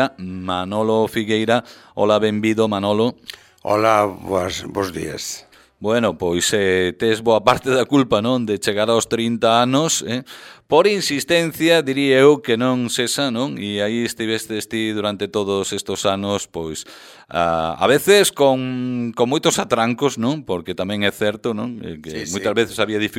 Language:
Galician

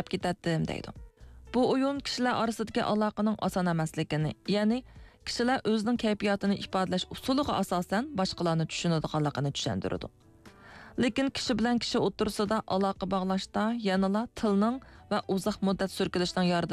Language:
Uyghur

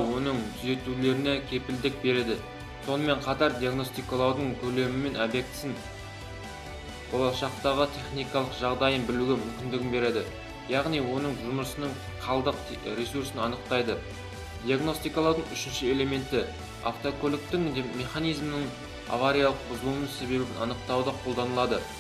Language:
Kazakh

